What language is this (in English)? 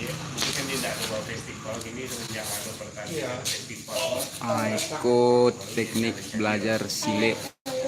Minangkabau